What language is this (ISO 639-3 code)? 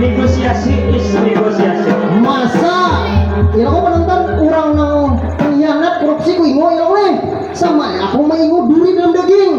bjn